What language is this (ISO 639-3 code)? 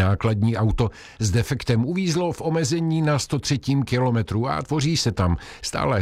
ces